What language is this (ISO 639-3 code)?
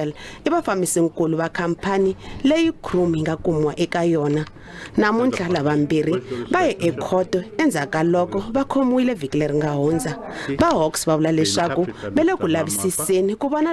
tso